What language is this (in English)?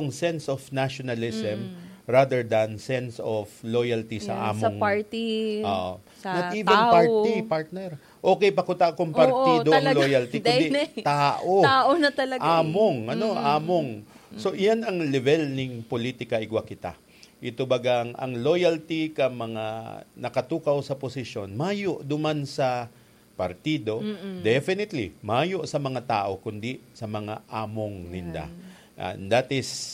Bikol